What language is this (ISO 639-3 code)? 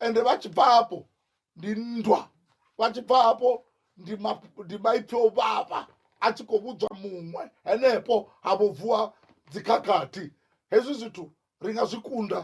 ven